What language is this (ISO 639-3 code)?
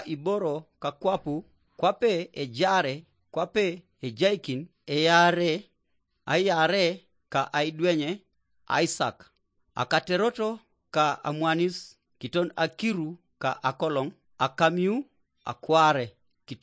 teo